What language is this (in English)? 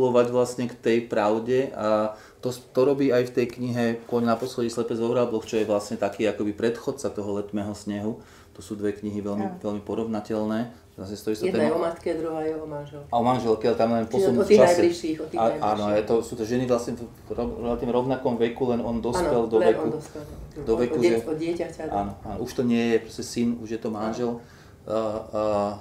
Slovak